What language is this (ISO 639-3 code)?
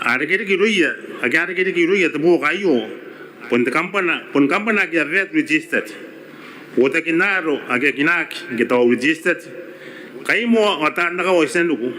gil